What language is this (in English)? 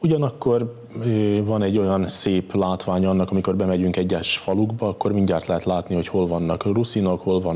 Hungarian